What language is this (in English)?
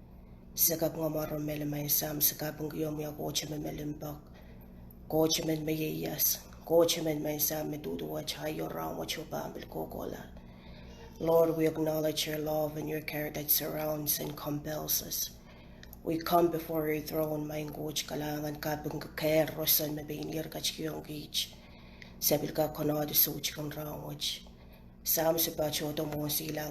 Pohnpeian